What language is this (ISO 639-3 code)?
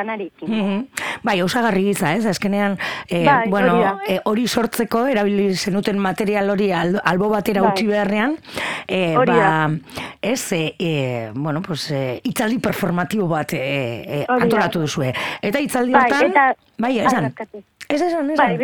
eus